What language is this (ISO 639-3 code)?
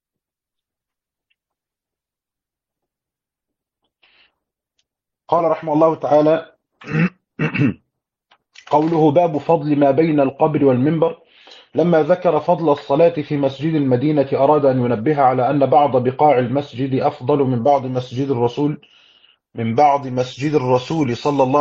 ara